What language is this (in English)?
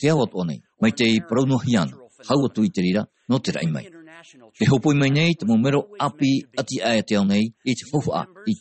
Tahitian